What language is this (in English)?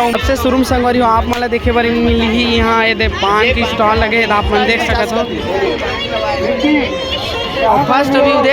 Chhattisgarhi